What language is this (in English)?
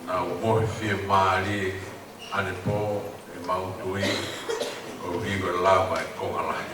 Tongan